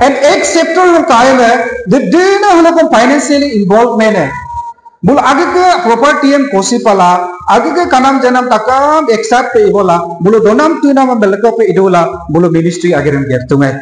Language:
Adi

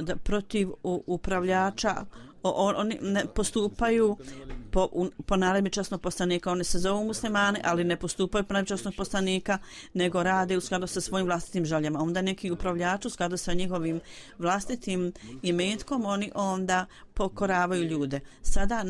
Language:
Bosnian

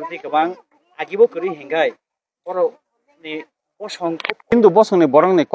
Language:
Kok Borok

